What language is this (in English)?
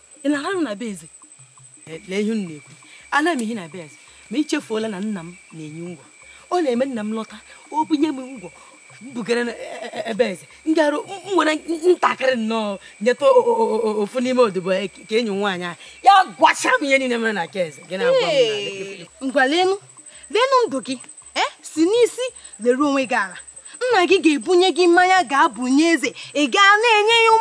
Igbo